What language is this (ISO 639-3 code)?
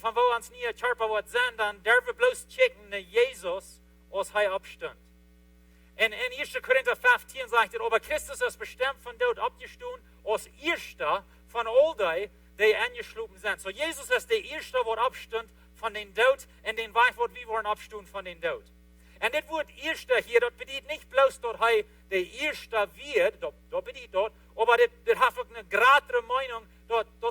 pdt